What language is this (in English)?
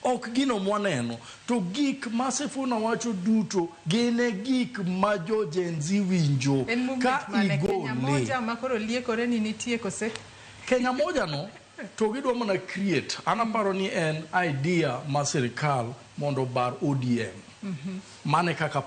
Luo (Kenya and Tanzania)